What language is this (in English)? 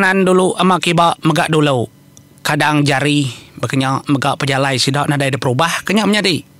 Iban